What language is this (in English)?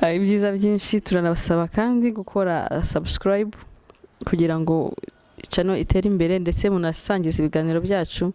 Kinyarwanda